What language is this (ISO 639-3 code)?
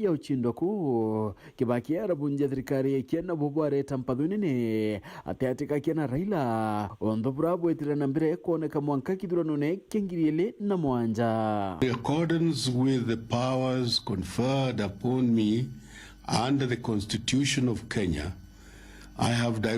mer